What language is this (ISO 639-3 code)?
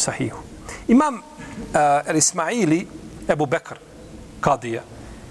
bos